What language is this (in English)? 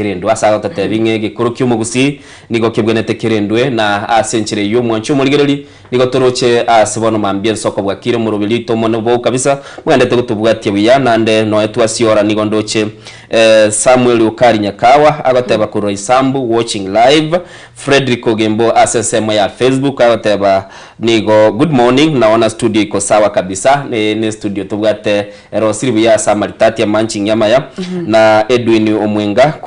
Gusii